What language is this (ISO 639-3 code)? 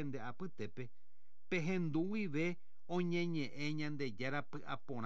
grn